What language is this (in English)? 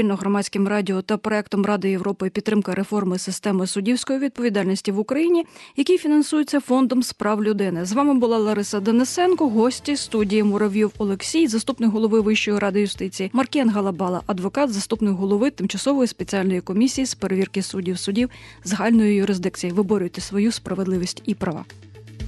Ukrainian